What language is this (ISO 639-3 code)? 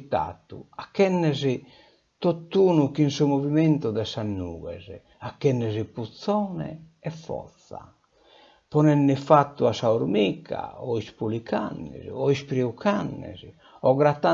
srd